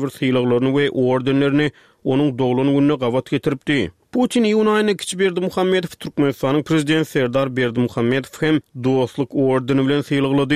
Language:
Turkmen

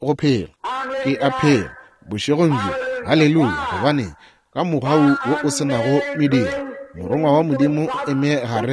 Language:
Northern Sotho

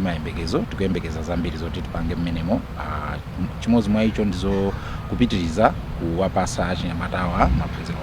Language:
Nyanja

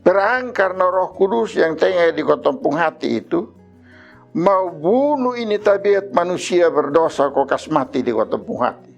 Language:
Kupang Malay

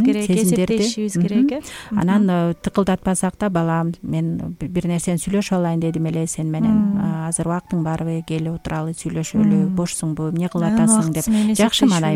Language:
Kyrgyz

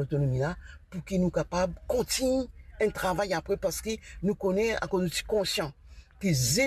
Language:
Morisyen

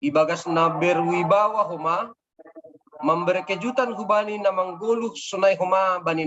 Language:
Batak Simalungun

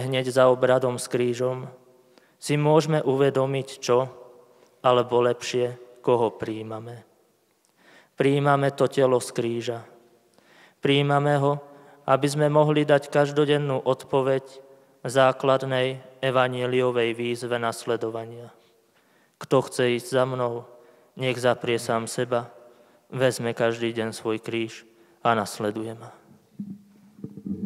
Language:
Slovak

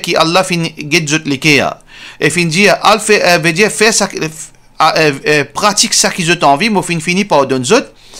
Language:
Morisyen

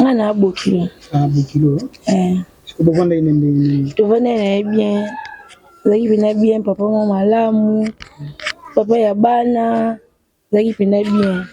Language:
Lingala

